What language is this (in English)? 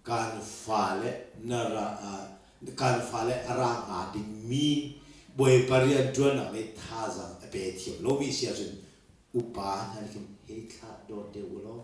Hakha Chin